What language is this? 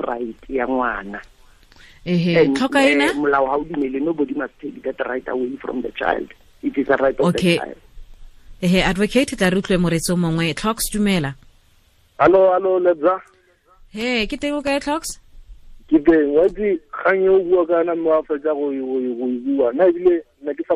Tswana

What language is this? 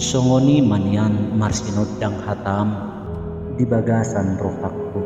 Batak Toba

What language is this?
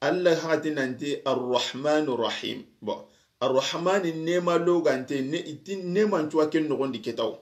Soninke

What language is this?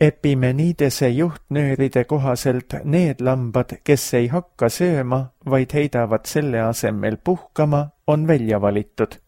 Estonian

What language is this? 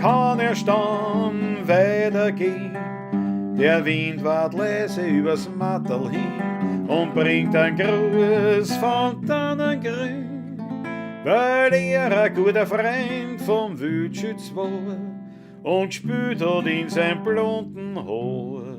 Bavarian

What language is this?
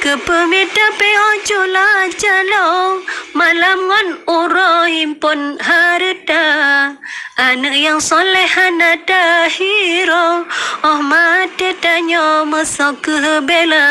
Achinese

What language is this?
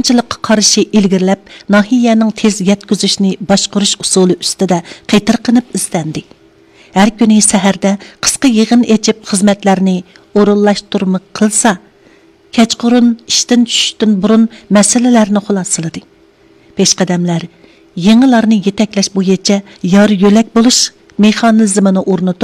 Uyghur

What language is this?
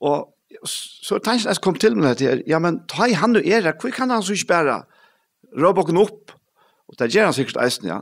Faroese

